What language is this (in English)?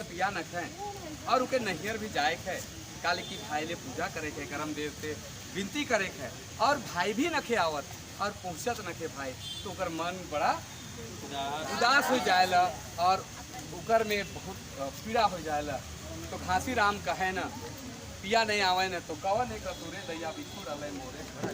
Sadri